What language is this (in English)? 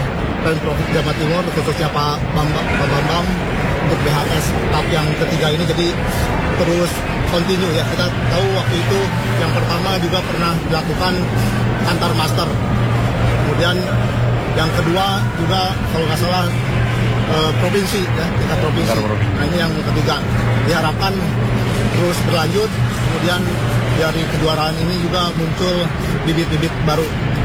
Indonesian